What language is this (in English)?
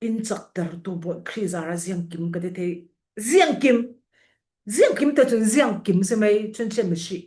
Falam Chin